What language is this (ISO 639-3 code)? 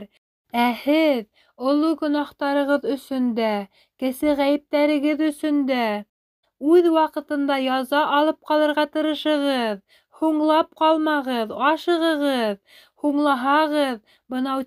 bak